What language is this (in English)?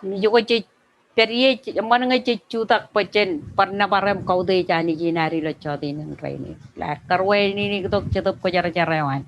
Marshallese